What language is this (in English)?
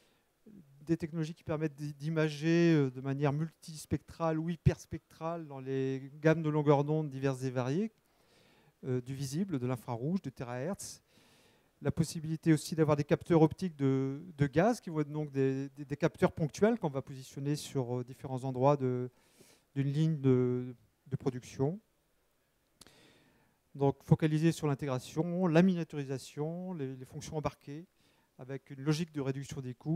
French